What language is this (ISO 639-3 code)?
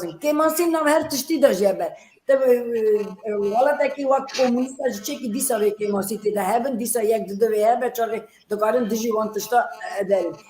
kur